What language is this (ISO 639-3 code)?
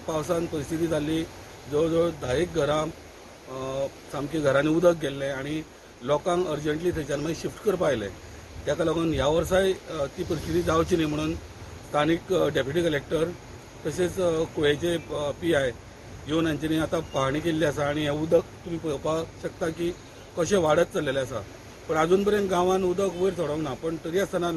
kok